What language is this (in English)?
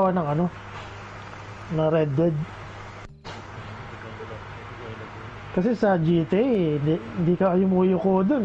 Filipino